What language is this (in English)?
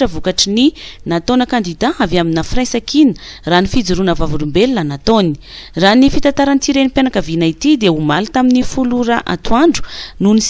Malagasy